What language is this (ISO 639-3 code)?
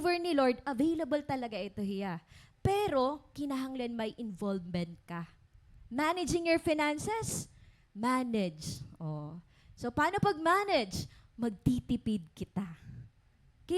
war